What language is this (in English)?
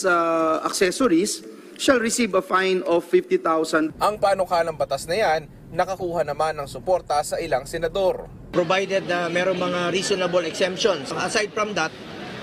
Filipino